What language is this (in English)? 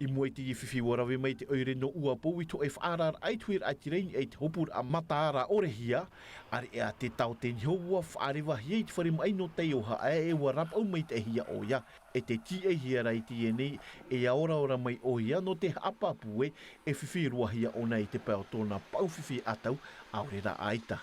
Tahitian